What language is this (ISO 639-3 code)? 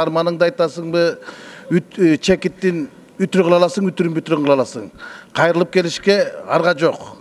kir